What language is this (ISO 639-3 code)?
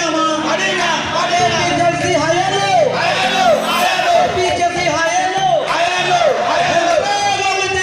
mjw